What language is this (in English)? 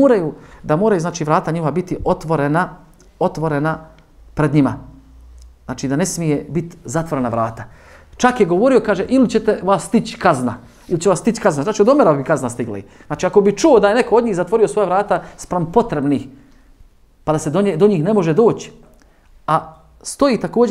Bosnian